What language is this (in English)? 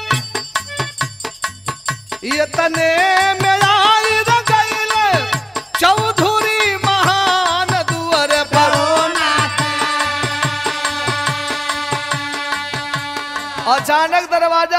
Bhojpuri